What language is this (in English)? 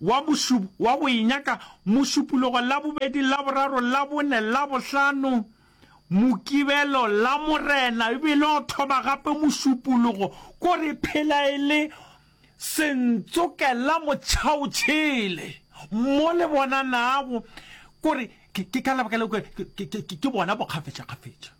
Northern Sotho